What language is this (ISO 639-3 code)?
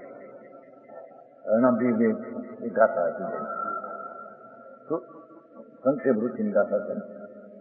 guj